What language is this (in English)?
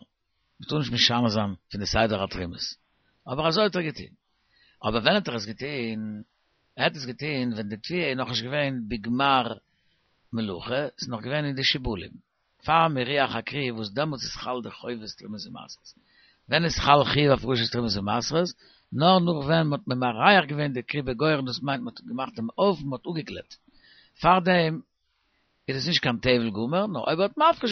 Yiddish